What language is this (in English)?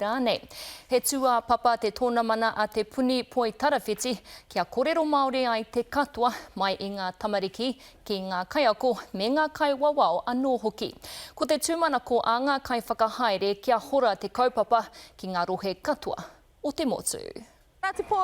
Māori